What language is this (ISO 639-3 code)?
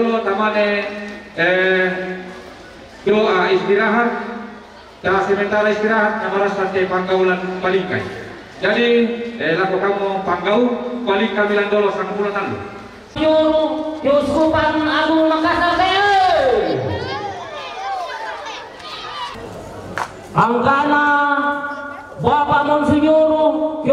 ind